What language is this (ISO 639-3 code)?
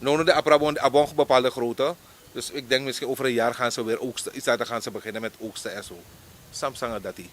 srn